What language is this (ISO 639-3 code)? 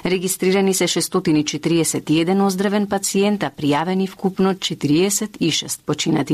mkd